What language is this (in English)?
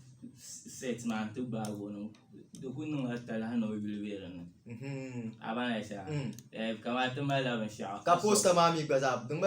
Dagbani